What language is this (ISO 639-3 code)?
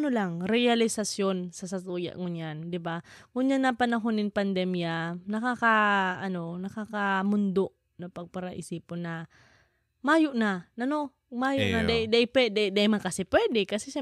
bik